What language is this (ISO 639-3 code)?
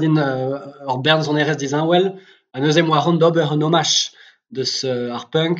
bre